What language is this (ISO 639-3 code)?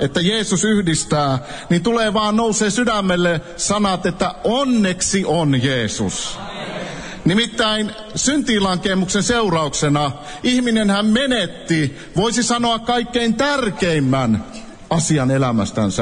fin